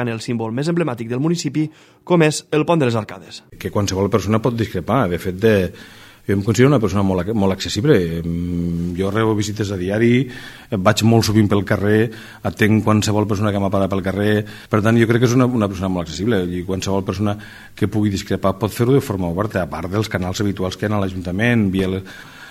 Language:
Catalan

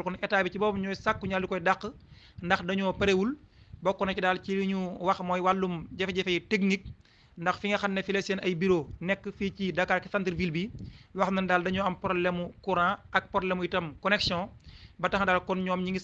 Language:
Wolof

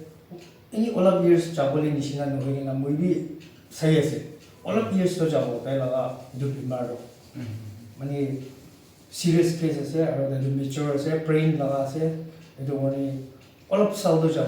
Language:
Naga Pidgin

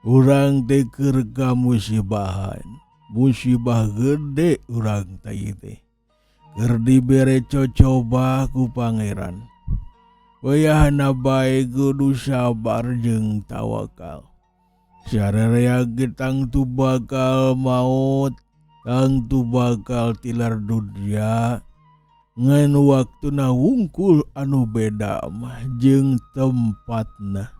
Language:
Sundanese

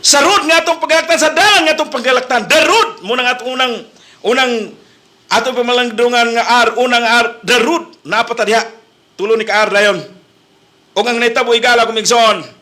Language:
Cebuano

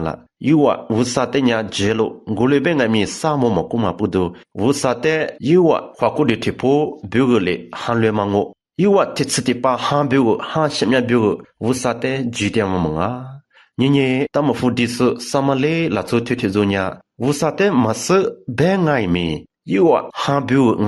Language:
Lisu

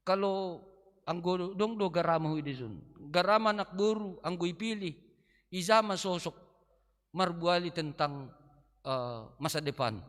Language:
Batak Simalungun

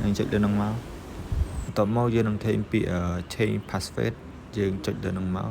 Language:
Khmer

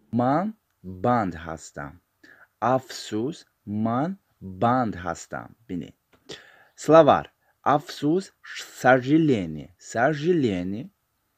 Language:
Tajik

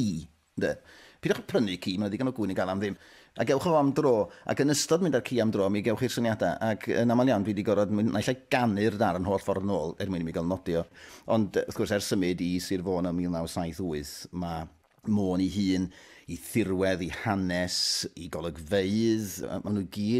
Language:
Welsh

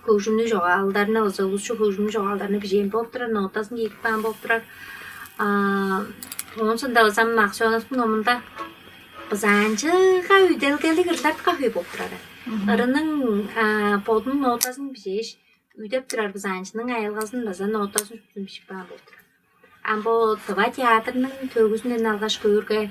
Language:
Tuvinian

